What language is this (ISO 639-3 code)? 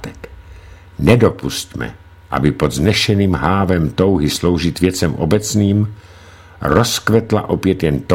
ces